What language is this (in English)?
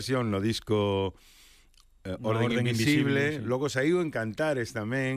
Galician